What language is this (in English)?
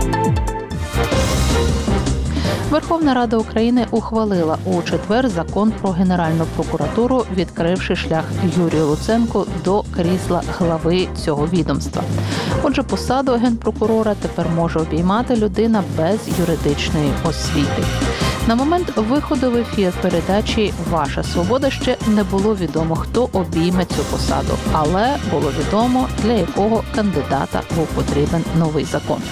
Ukrainian